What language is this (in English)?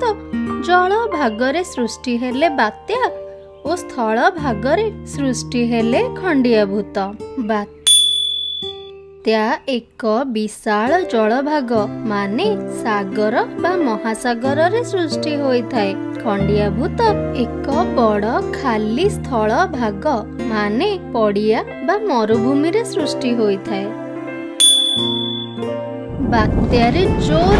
Odia